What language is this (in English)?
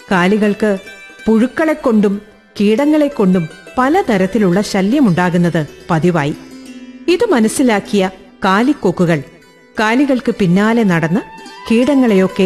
Malayalam